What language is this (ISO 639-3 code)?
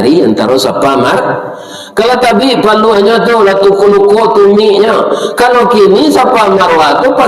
min